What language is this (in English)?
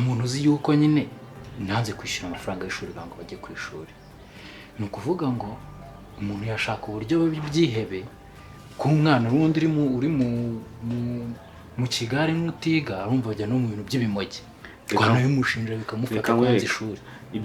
Kinyarwanda